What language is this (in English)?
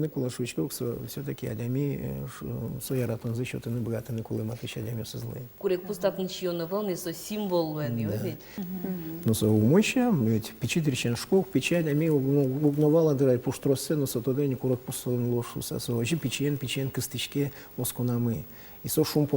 Udmurt